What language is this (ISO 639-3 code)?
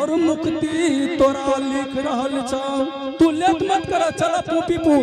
anp